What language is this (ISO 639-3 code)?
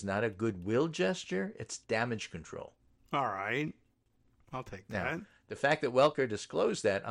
eng